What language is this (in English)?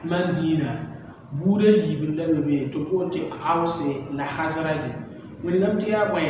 Mossi